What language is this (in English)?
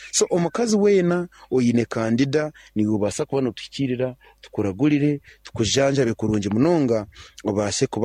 Nyankole